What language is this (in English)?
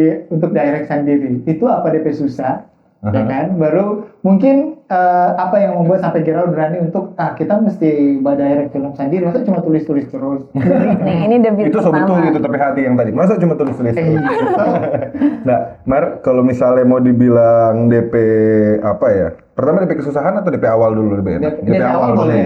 Manado Malay